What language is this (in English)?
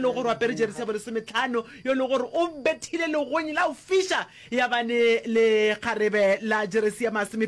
Northern Sotho